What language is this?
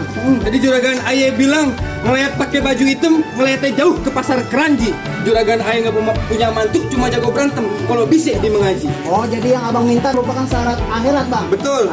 Betawi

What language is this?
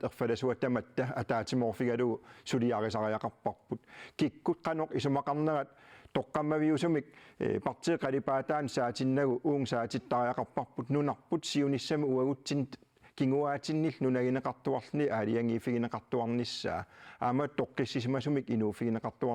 Kalaallisut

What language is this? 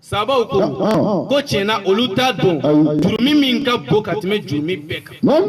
Bambara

